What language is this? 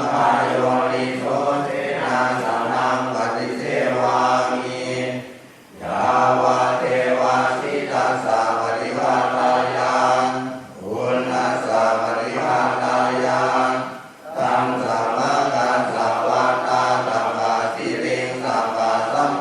Pali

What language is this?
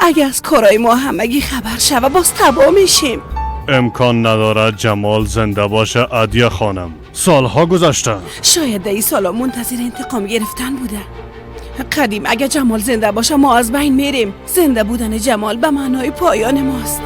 Persian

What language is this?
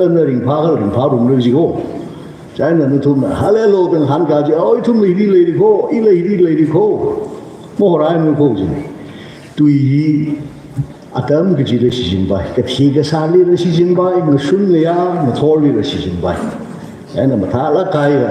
Tangkhul Naga (India)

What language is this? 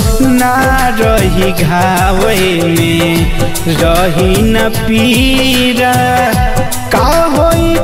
Bhojpuri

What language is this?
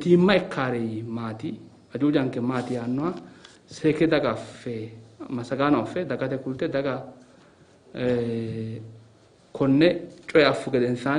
Sidamo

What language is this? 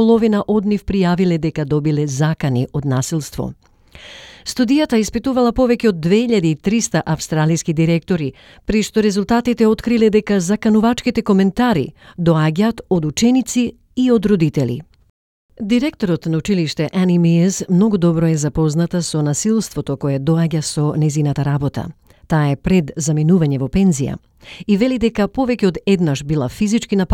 Macedonian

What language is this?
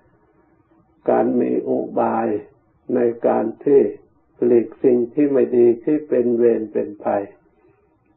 Thai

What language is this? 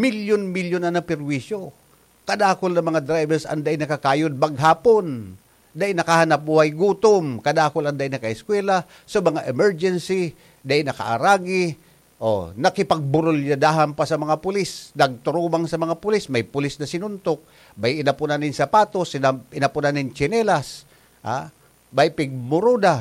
Bikol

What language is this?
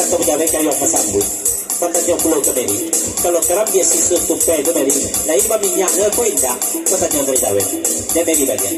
Minangkabau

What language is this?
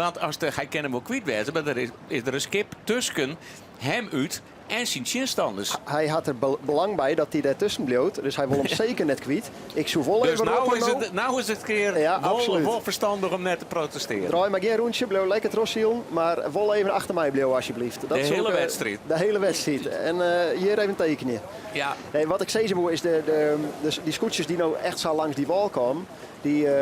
Western Frisian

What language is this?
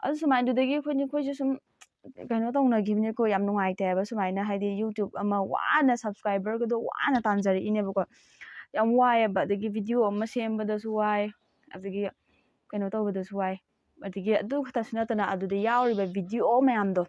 Manipuri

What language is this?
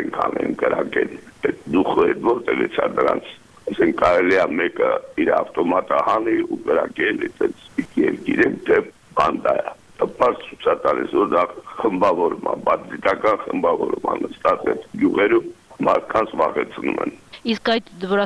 Armenian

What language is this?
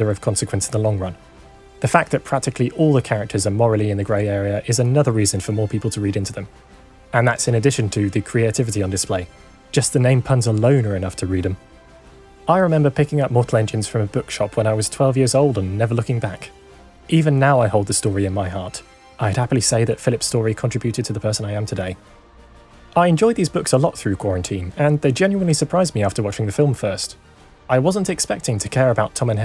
English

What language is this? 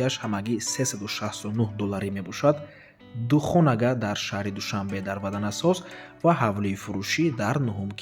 Tajik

